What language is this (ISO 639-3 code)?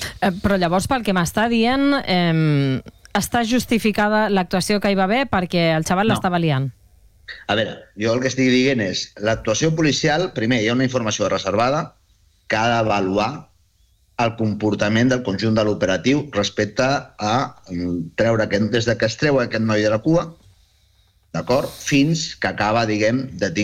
cat